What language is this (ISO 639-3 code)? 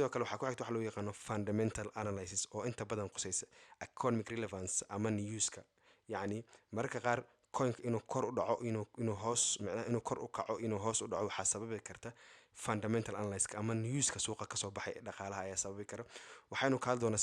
som